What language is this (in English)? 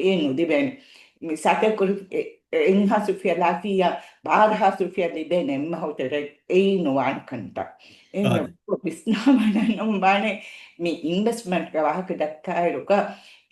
Divehi